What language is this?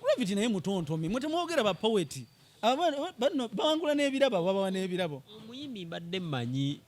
Ganda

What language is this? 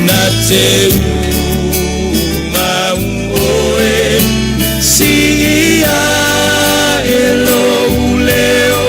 Samoan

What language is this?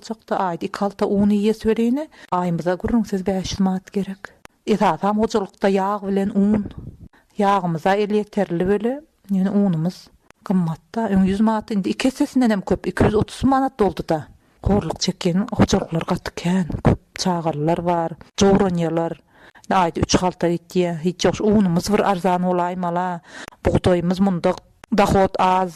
Turkmen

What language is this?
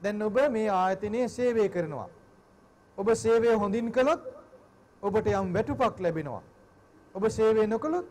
Sinhala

